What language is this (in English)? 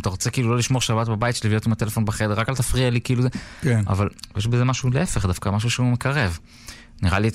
Hebrew